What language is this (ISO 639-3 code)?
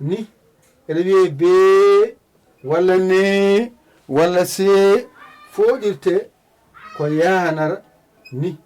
ful